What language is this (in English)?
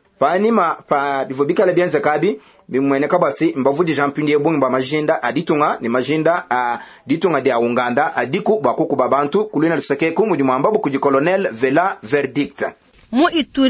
Luba-Lulua